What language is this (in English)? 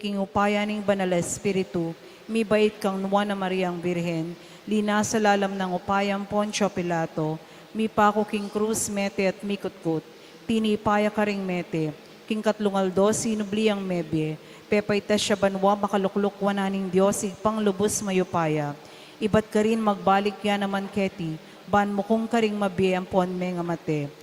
Pampanga